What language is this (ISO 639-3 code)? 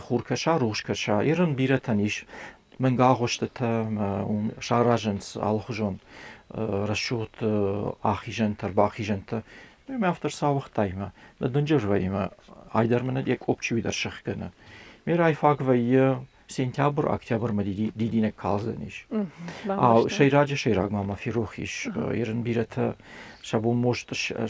oss